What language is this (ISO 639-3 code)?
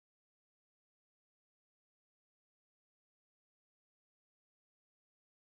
ron